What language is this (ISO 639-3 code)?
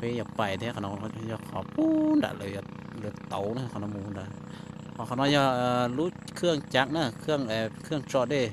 hmn